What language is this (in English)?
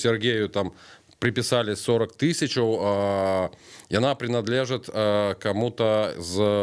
Belarusian